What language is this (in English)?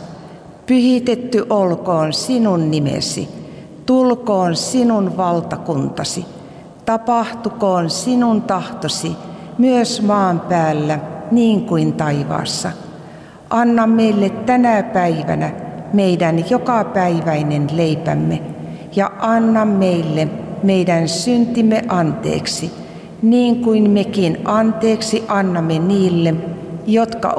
Finnish